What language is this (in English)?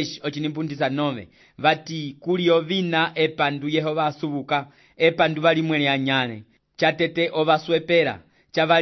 Umbundu